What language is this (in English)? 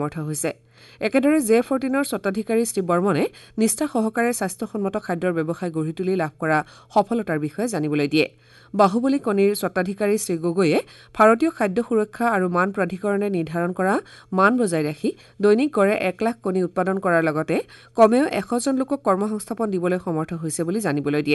Assamese